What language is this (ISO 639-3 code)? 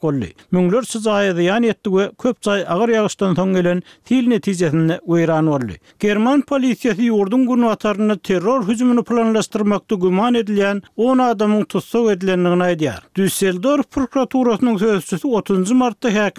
tuk